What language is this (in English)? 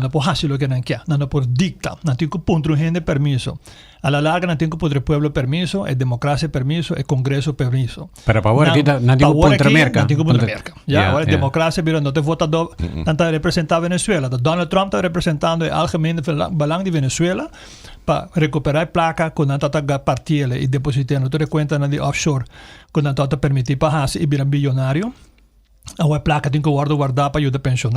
Papiamento